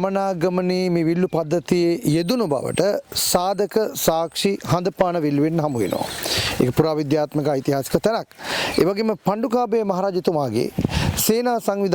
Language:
Sinhala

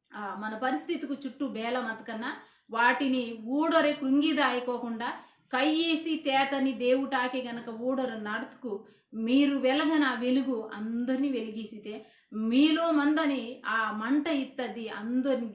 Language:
Koya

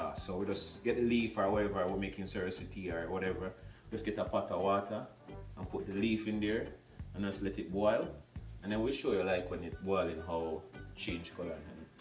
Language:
Jamaican Creole English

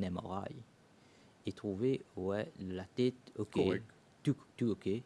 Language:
Morisyen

